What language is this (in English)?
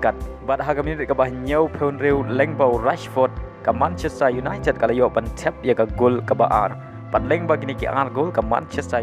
Khasi